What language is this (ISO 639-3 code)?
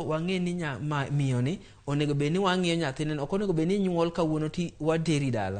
luo